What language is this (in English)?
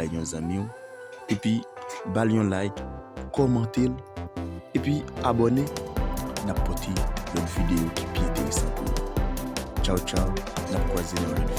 Haitian Creole